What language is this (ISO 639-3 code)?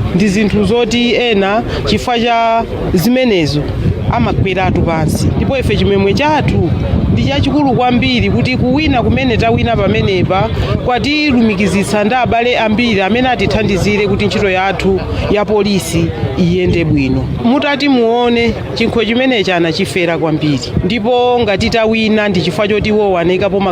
nya